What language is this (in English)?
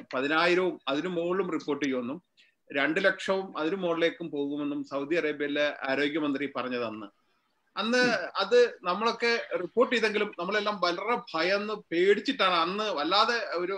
Malayalam